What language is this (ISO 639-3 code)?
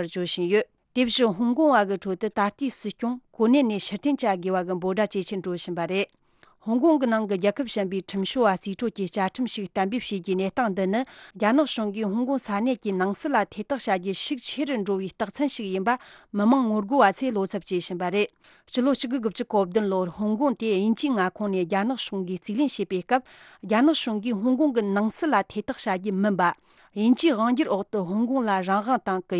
bod